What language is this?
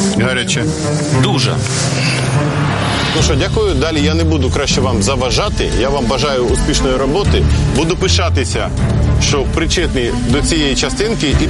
Ukrainian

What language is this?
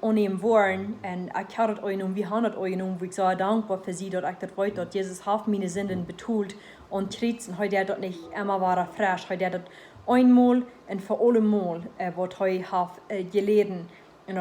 Plautdietsch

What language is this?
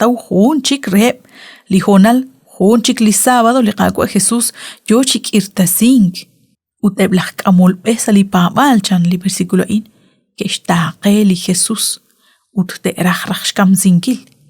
Kekchí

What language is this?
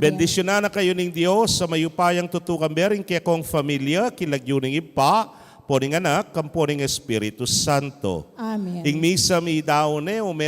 Pampanga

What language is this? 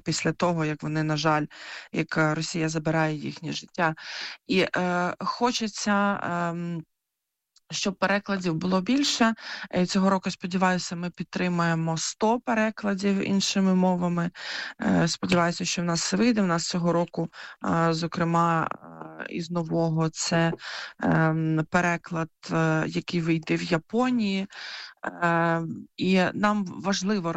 Ukrainian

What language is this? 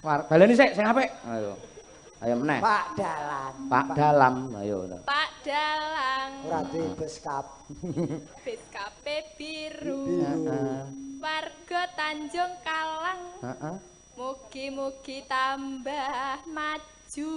Javanese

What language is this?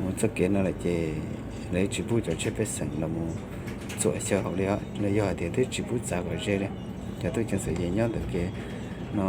Hmong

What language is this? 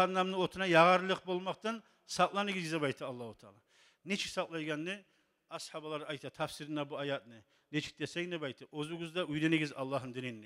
Kumyk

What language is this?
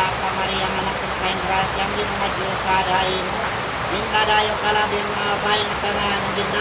Waray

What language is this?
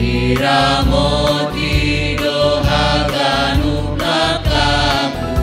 Batak Simalungun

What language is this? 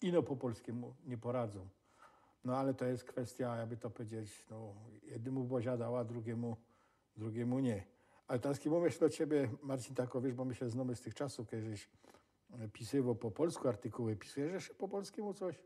Silesian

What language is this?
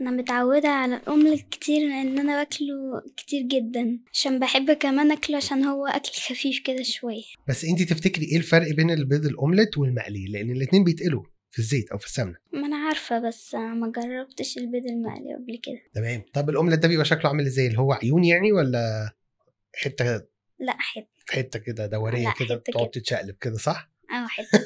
Egyptian Arabic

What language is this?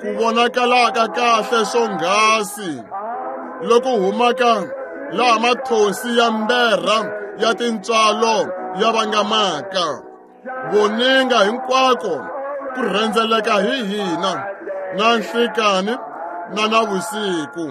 Tsonga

